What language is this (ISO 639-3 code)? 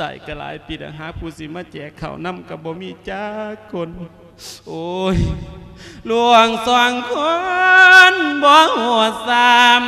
lao